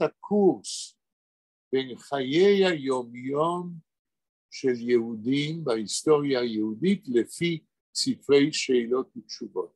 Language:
Yiddish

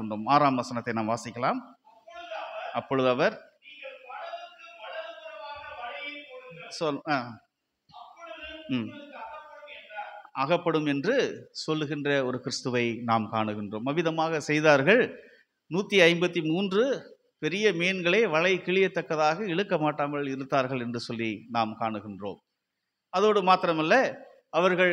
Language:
Tamil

